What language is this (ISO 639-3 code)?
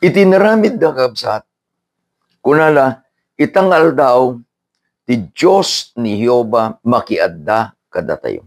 ilo